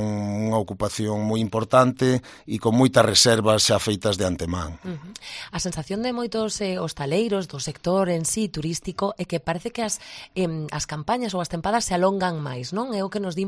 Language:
Galician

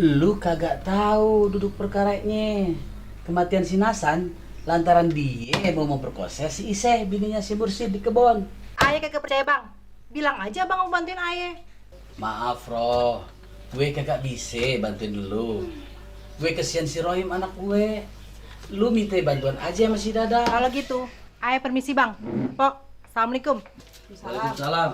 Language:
Betawi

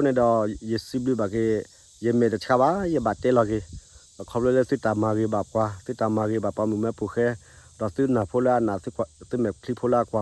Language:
S'gaw Karen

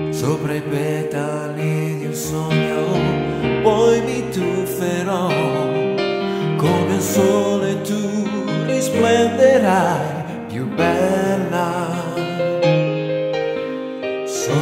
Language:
Italian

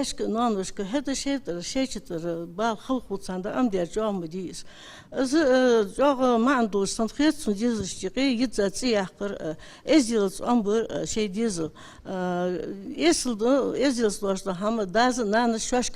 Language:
Ingush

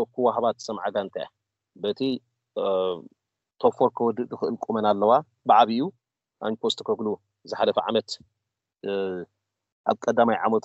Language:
Tigrinya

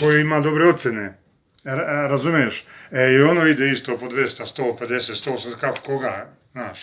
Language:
Serbian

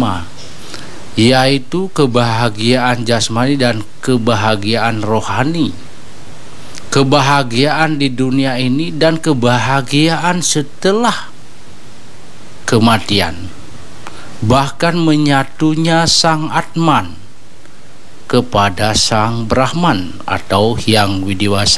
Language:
Indonesian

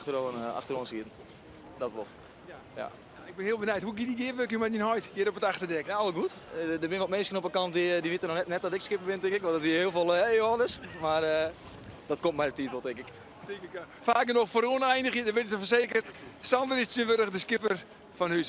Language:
Western Frisian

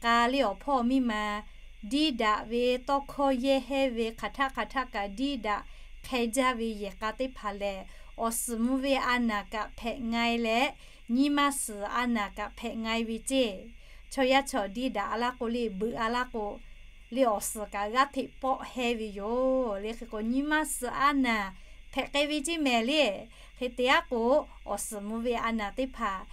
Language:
Lahu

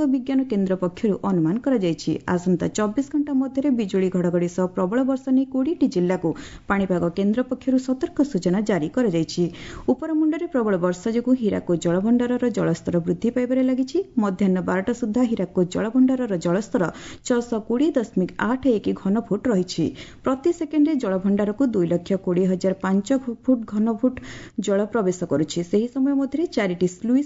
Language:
Odia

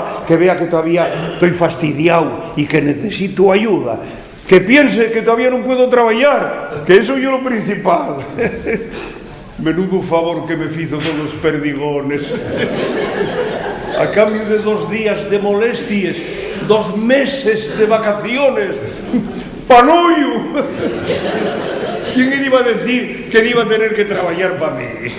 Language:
Asturian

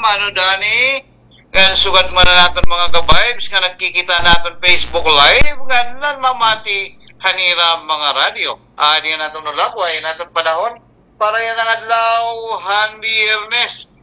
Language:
Waray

